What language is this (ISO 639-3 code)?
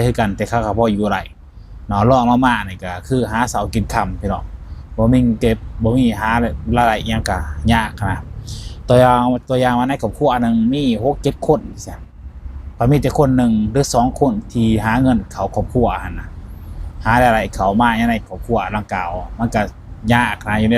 lao